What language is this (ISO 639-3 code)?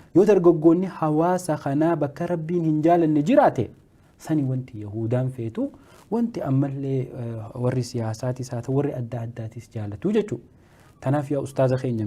orm